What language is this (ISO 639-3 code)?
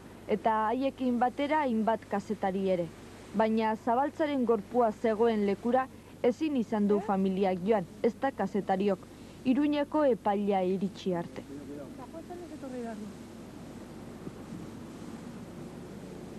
eus